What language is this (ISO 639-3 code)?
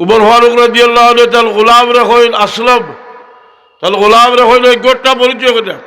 syl